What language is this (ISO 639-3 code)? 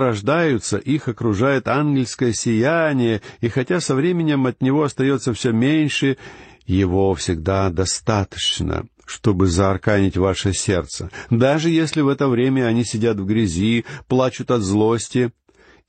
rus